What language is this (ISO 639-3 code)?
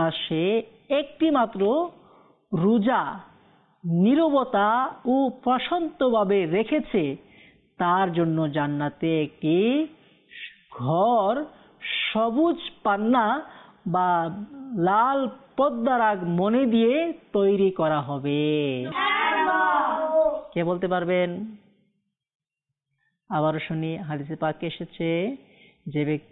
ben